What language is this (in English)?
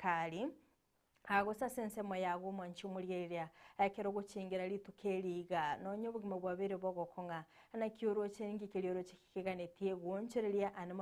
Gusii